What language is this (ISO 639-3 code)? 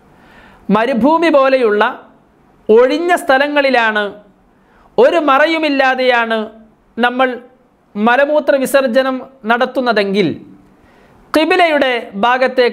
mal